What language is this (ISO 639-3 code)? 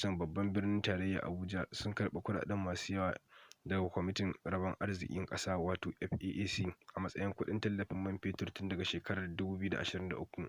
hau